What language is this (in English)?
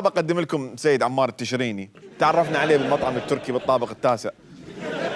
Mesopotamian Arabic